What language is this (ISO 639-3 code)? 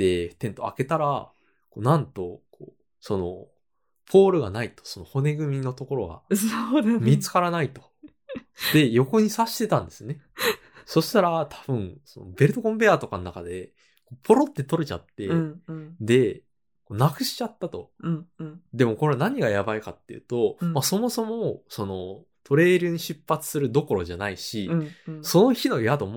jpn